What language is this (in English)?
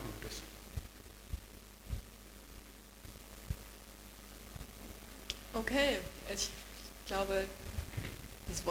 German